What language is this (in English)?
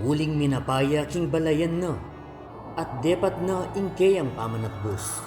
Pampanga